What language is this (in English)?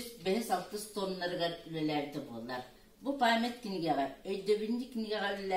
Yakut